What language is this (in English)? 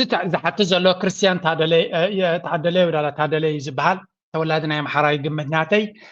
Tigrinya